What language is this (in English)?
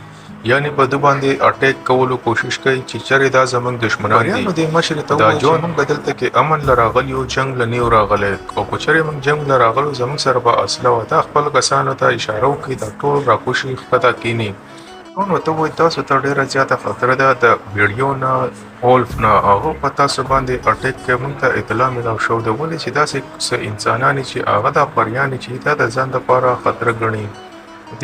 Pashto